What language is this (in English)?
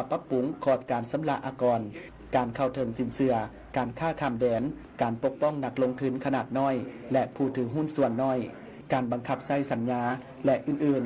Lao